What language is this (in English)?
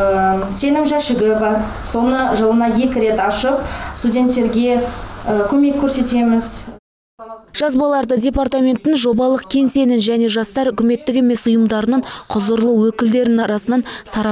Kazakh